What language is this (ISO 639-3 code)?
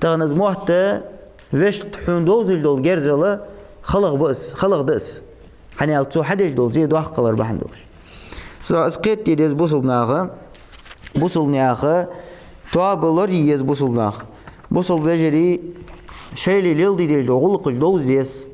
inh